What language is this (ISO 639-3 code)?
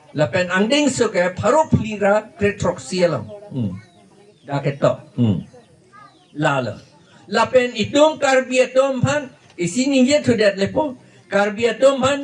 mjw